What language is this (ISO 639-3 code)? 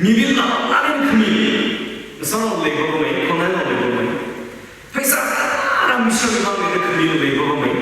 nmf